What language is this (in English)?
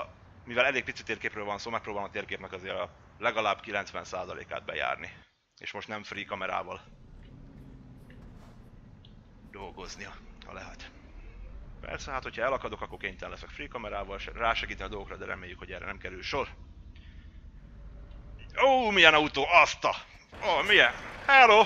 Hungarian